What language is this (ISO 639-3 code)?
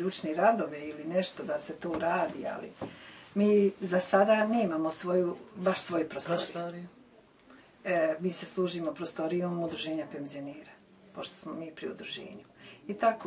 bos